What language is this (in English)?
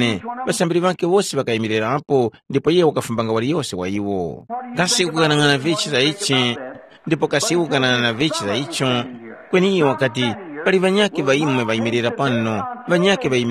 Tumbuka